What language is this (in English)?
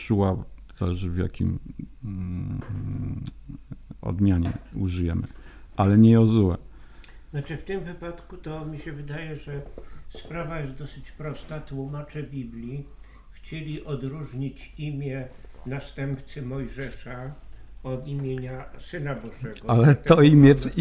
Polish